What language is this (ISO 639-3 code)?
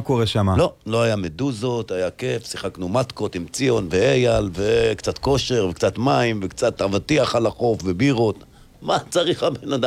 heb